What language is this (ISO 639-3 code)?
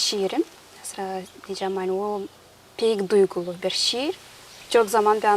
gag